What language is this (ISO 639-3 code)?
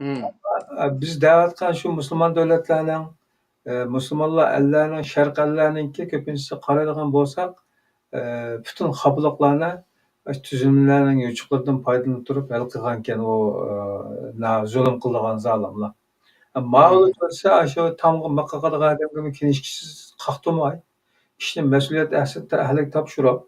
uig